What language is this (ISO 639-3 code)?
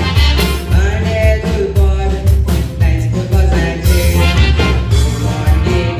kok